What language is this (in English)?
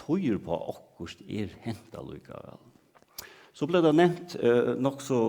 Faroese